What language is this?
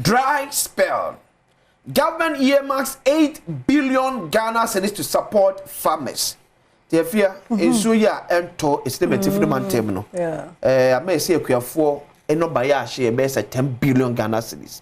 Akan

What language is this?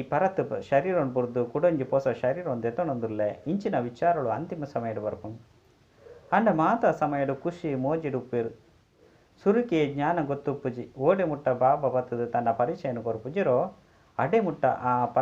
Tulu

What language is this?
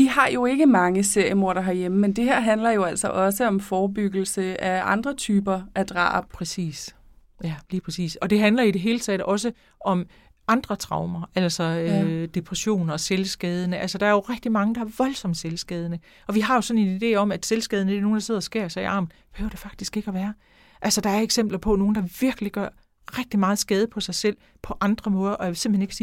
Danish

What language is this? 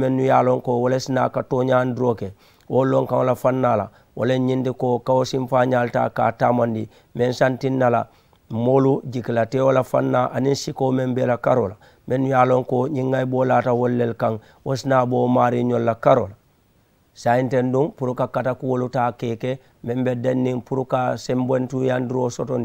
Mandingo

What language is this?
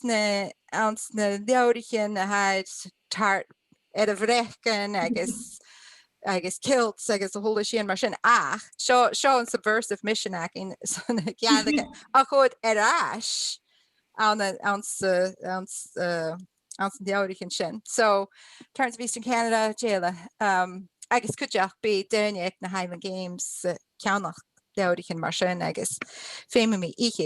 Scottish Gaelic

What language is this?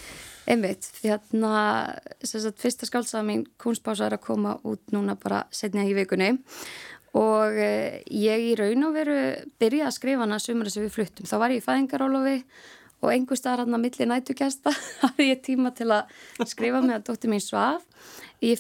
Icelandic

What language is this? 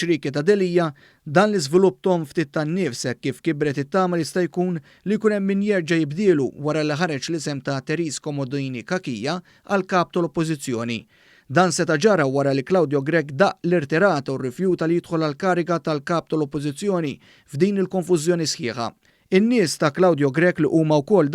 Maltese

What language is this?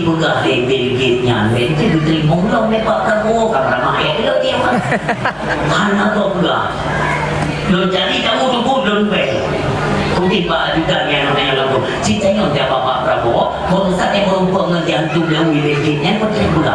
Achinese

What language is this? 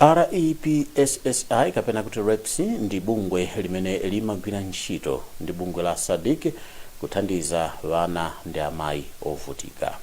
Nyanja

